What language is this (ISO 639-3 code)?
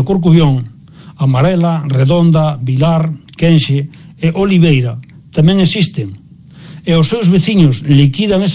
glg